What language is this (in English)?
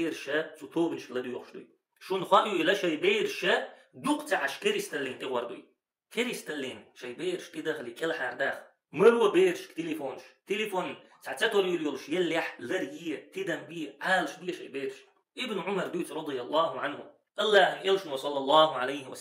Chechen